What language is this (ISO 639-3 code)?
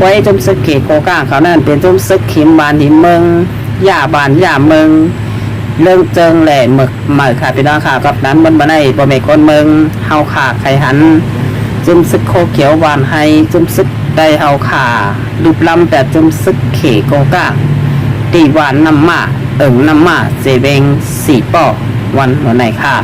shn